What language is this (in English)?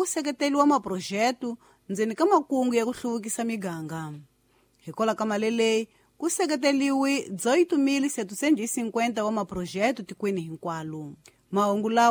Tsonga